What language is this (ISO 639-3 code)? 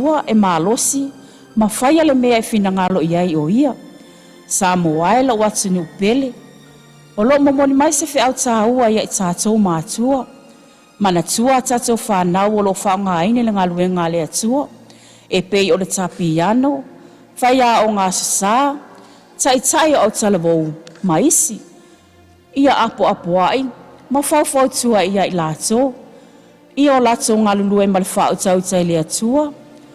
smo